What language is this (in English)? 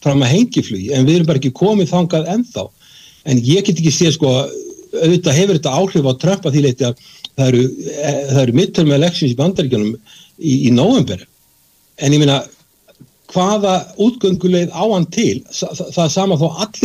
Icelandic